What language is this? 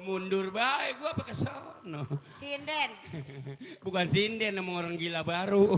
Betawi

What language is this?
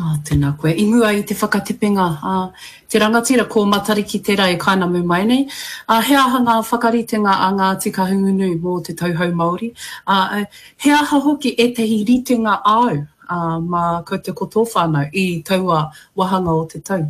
Māori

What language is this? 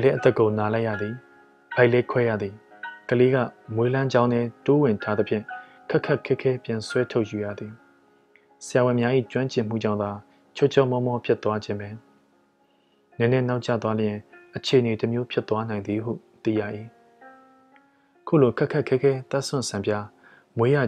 Burmese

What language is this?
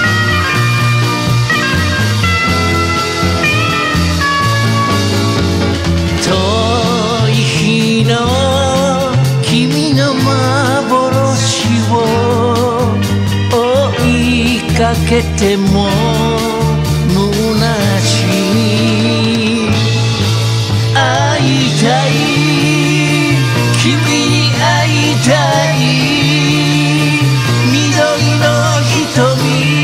Japanese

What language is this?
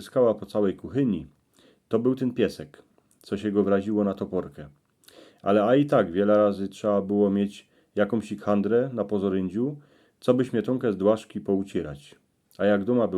Silesian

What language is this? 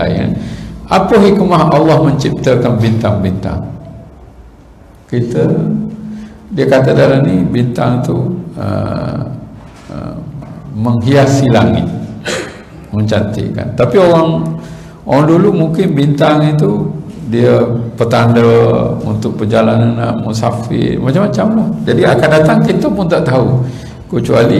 Malay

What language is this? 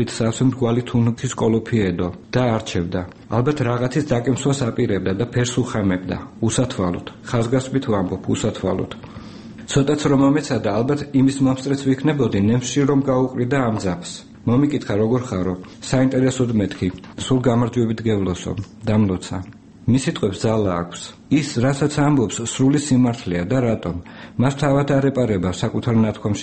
Georgian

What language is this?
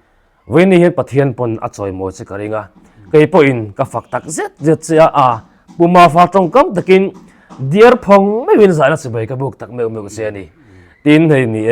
Mizo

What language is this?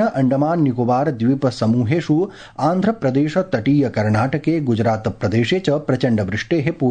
Sanskrit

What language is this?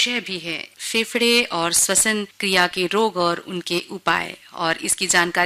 Hindi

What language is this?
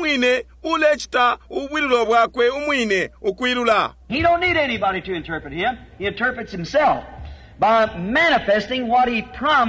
Bemba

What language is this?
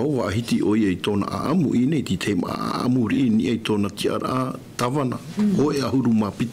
Tahitian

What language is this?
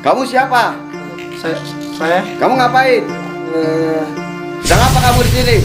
Betawi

